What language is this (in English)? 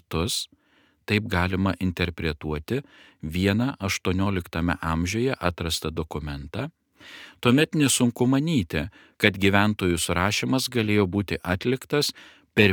Lithuanian